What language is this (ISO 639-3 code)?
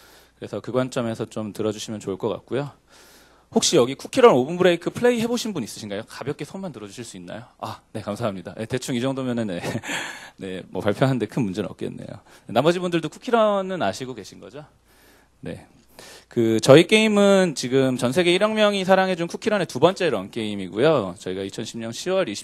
kor